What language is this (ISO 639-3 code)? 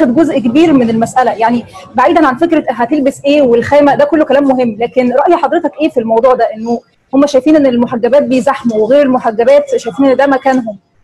arz